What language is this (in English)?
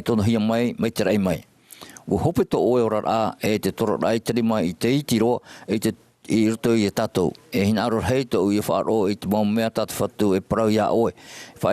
Tahitian